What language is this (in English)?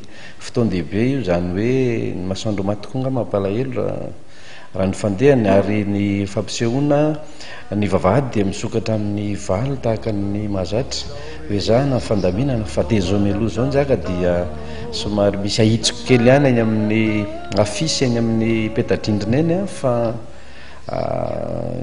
Malagasy